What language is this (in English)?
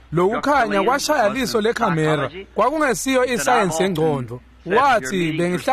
Swati